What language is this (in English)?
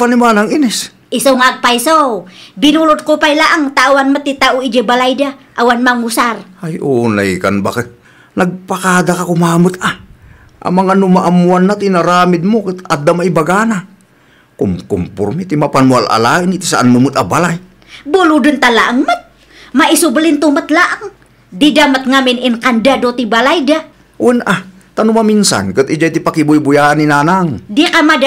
Iloko